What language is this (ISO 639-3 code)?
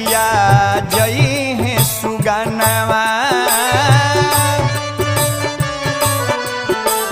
bho